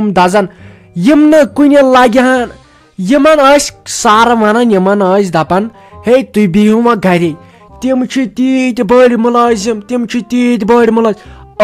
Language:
Kashmiri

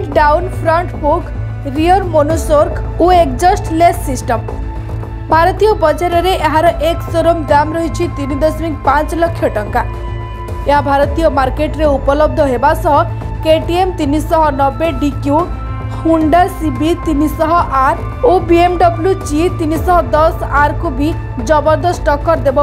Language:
Odia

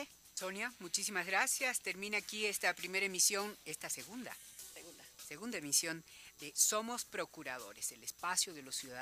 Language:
Spanish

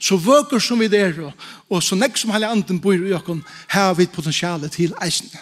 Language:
Faroese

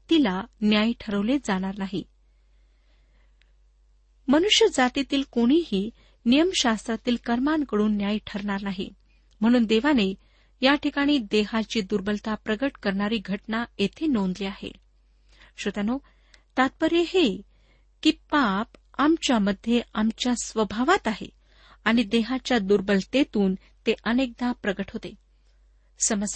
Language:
Marathi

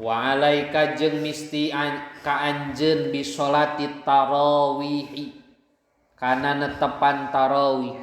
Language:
Sundanese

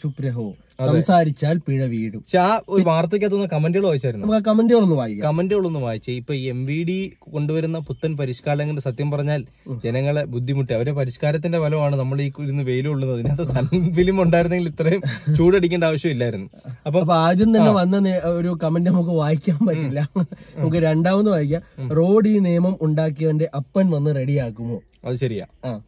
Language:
Malayalam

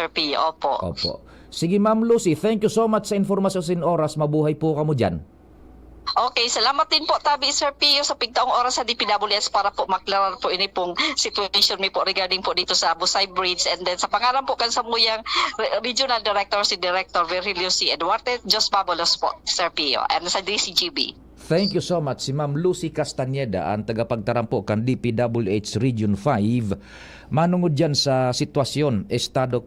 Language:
Bikol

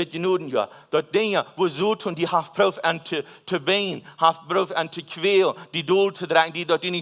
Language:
Plautdietsch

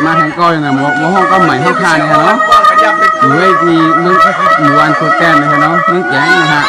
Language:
Shan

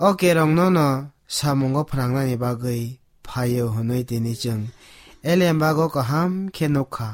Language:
Kok Borok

